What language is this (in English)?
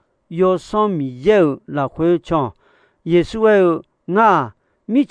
Akha